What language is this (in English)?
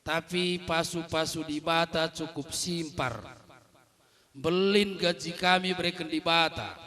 Batak Karo